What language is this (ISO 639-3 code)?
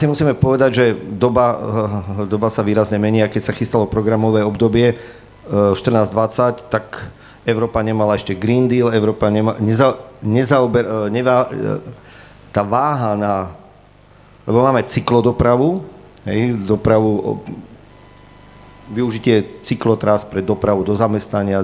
slk